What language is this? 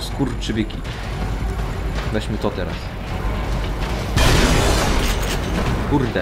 Polish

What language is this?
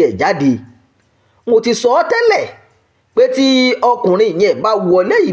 Yoruba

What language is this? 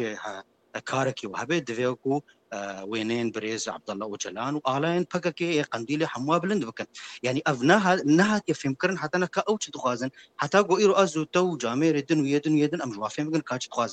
Kurdish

